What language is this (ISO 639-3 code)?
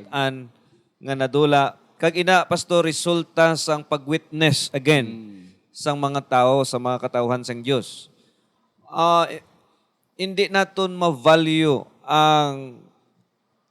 hil